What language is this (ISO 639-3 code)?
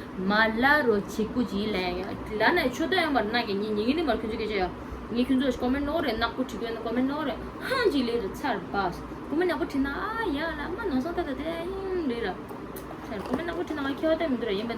bod